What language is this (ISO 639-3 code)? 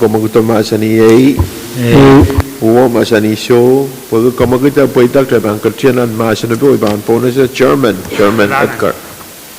pon